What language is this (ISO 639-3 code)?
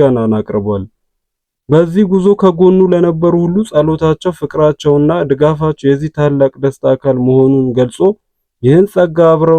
amh